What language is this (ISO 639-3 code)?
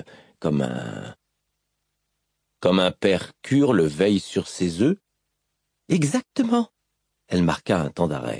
fra